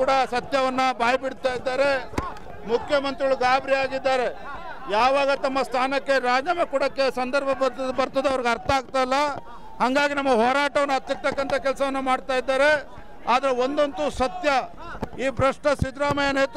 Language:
Kannada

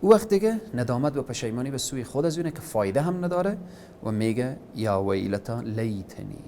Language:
Persian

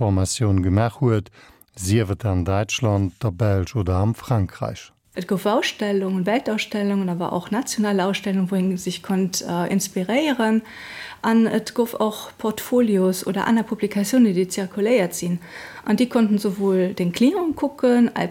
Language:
Luxembourgish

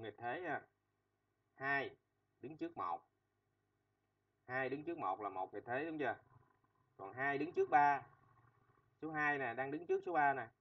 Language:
Vietnamese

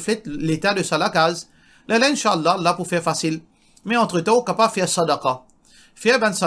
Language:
Morisyen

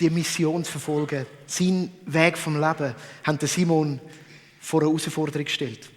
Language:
Swiss German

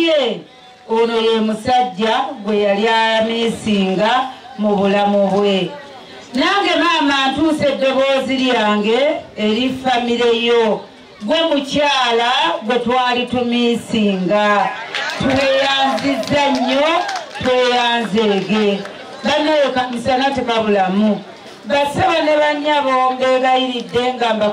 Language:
Ganda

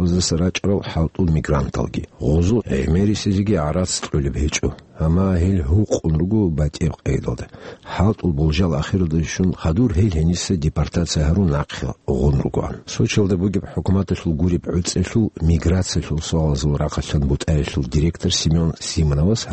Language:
Avaric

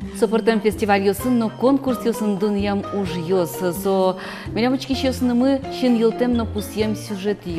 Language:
Udmurt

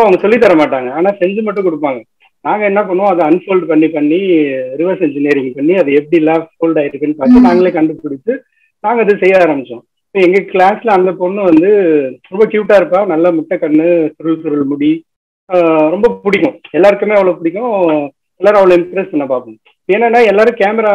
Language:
Tamil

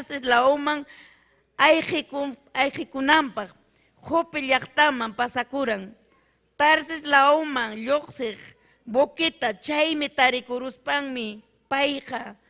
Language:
Ayacucho Quechua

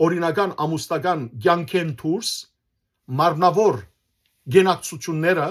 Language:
Western Armenian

